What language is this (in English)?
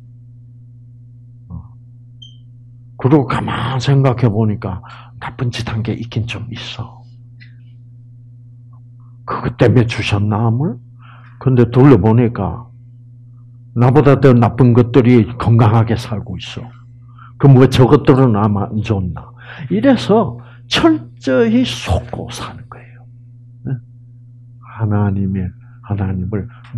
Korean